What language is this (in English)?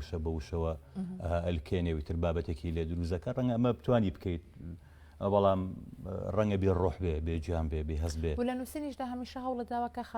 Central Kurdish